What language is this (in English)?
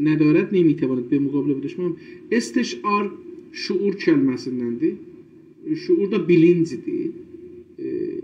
South Azerbaijani